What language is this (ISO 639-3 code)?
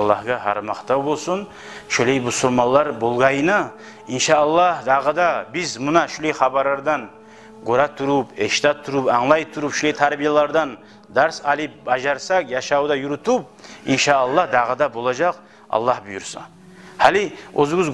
kum